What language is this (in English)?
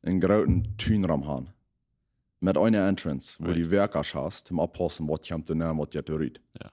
Plautdietsch